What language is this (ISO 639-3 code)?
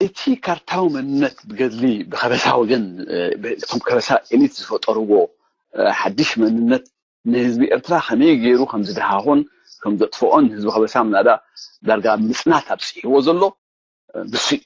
tir